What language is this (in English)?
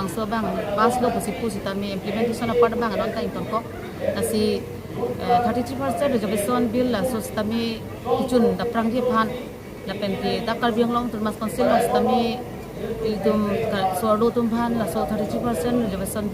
Karbi